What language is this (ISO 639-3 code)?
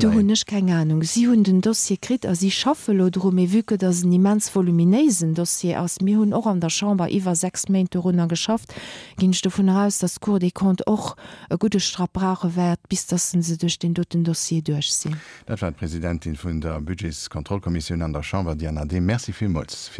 ltz